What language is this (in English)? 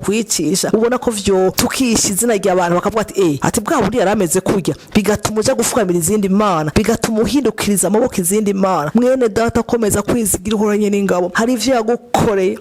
Rundi